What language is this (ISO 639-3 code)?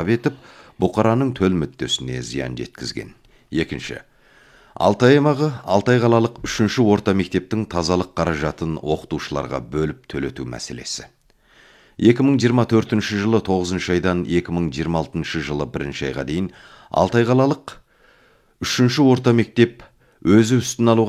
kaz